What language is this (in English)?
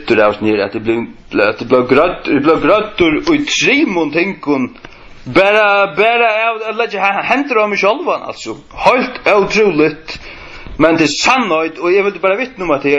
Faroese